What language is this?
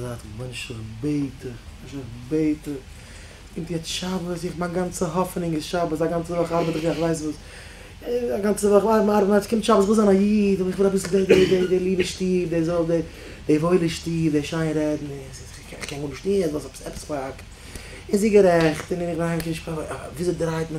Yiddish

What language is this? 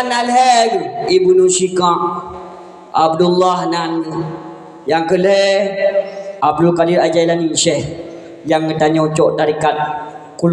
Achinese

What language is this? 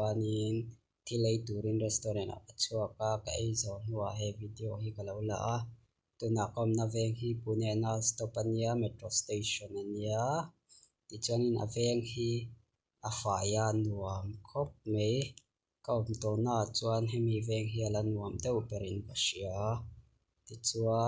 Mizo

